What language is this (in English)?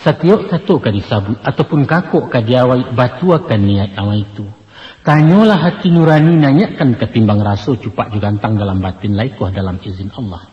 Minangkabau